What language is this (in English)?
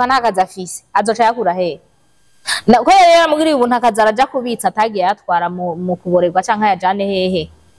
Rundi